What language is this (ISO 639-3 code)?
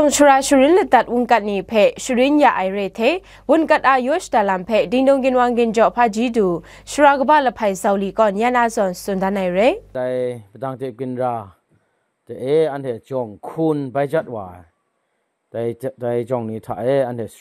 kac